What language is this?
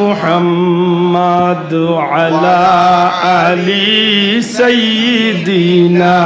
Sylheti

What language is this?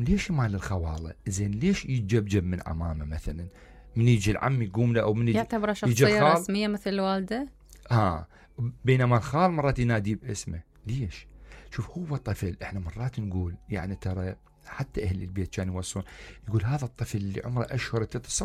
Mesopotamian Arabic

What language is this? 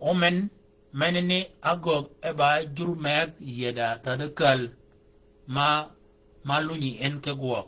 Shilluk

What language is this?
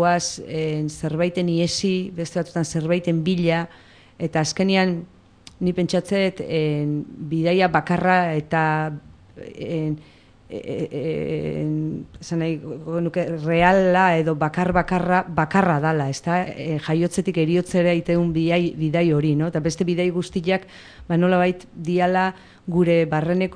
Basque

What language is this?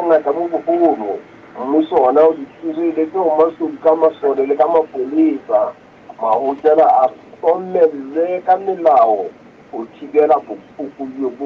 Southern Sotho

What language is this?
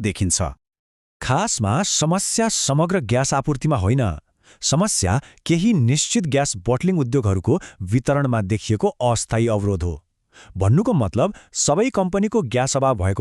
Nepali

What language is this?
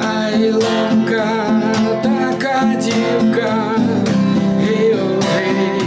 Rusyn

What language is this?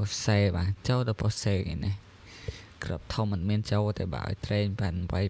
Khmer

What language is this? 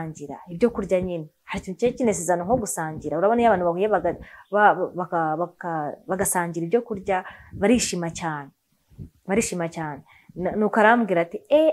Kinyarwanda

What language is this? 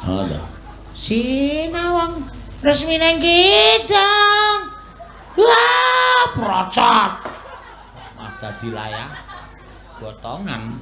Javanese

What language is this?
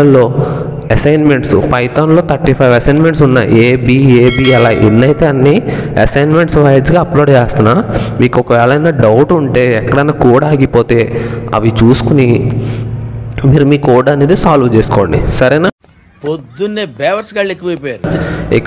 Telugu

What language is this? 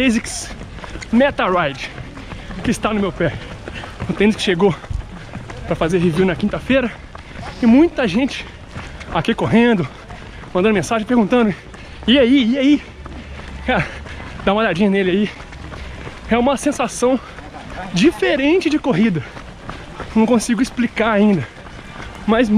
Portuguese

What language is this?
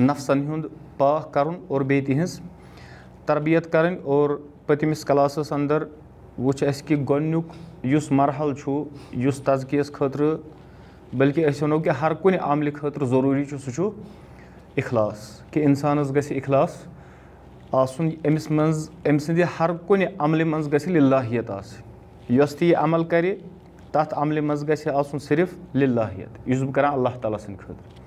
Kashmiri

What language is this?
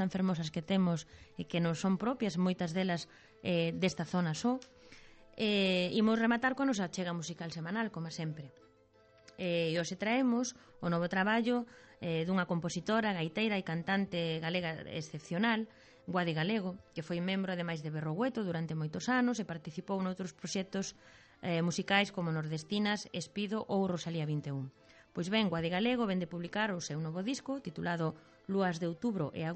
Galician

